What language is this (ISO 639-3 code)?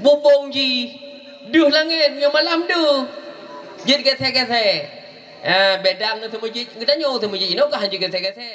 ace